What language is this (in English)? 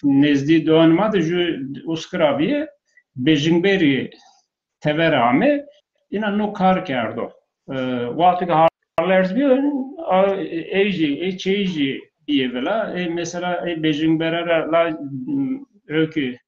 Zaza